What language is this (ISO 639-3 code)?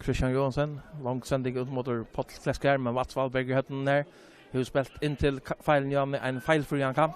fao